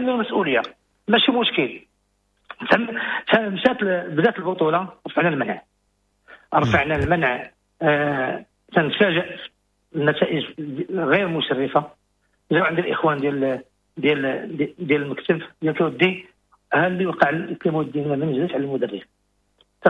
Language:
Moroccan Arabic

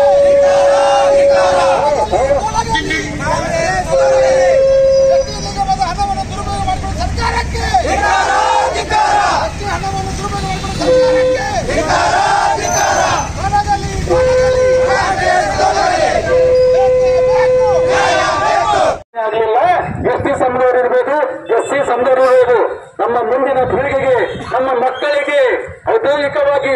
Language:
Kannada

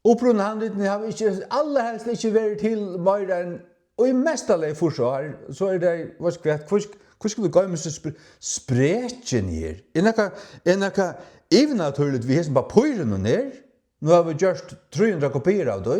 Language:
Faroese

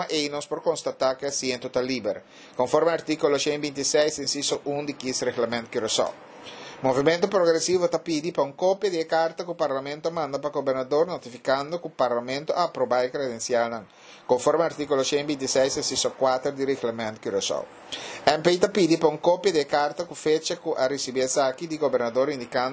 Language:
Papiamento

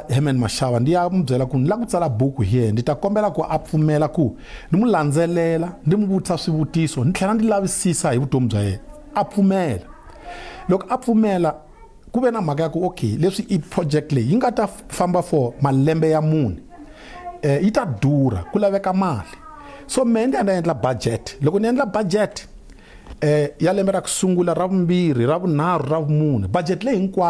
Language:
Tsonga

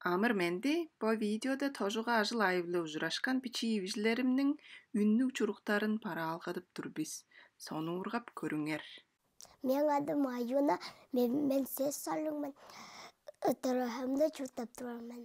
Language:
Tuvinian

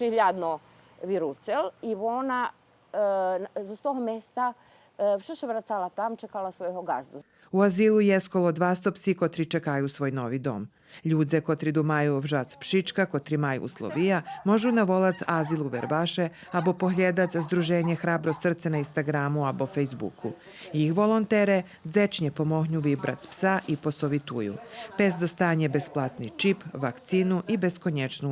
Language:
Rusyn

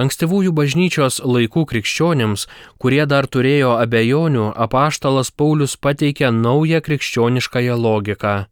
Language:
Lithuanian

